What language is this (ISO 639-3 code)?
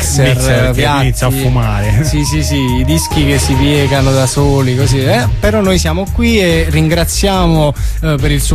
ita